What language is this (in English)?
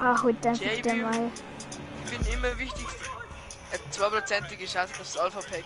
Bavarian